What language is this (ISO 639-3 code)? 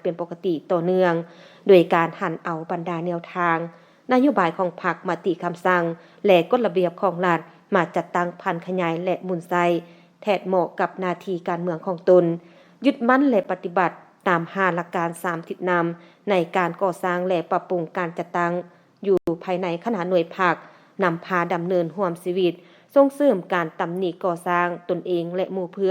lao